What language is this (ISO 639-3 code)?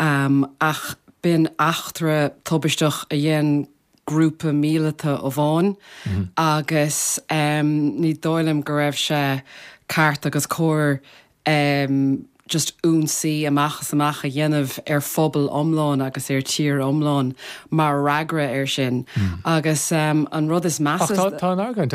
gle